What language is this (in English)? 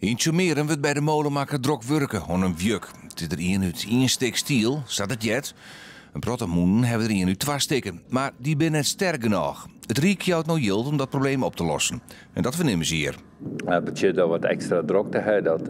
Western Frisian